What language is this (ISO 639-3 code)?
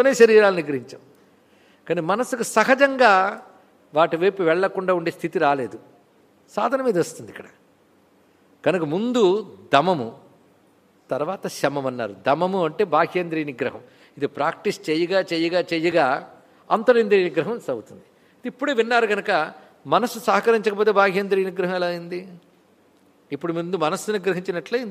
tel